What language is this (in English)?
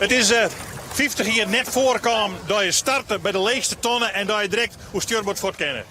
Western Frisian